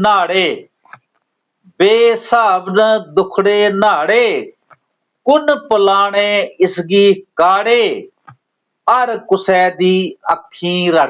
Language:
Dogri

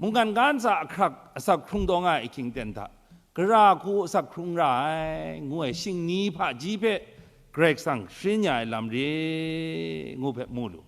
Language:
Kachin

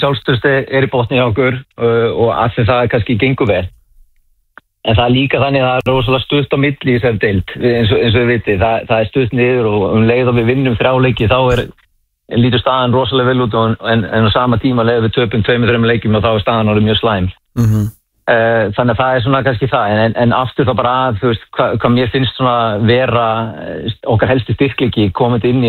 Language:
Icelandic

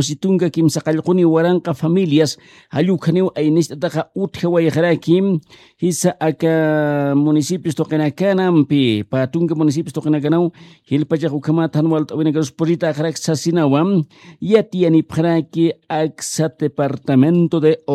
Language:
Aymara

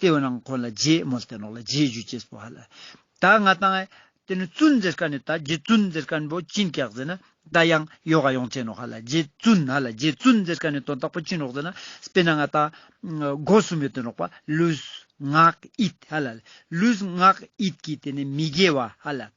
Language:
Ladakhi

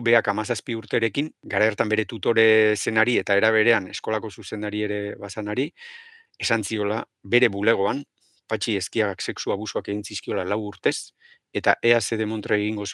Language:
Basque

